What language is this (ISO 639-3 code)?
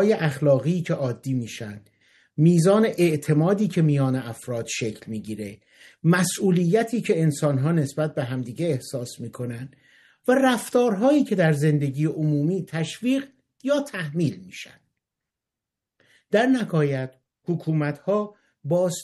fas